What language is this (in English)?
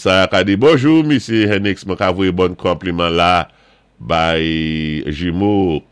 Saint Lucian Creole French